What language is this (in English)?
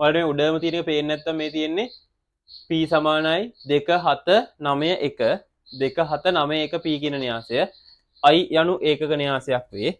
Sinhala